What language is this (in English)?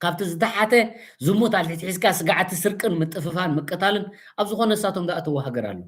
Tigrinya